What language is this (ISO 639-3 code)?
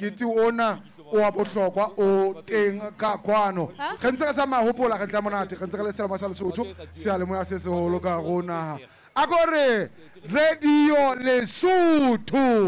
sot